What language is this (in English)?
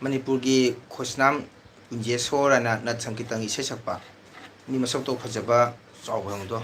Manipuri